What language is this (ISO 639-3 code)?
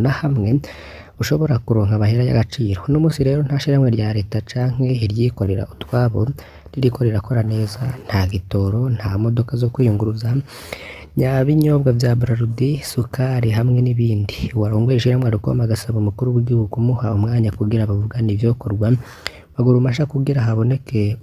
run